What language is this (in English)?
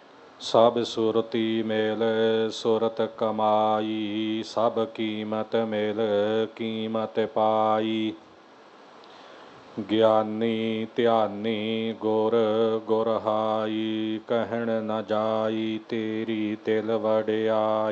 Punjabi